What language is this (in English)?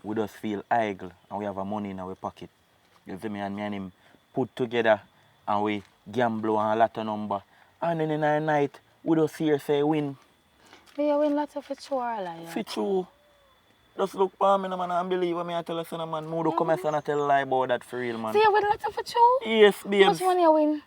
Jamaican Creole English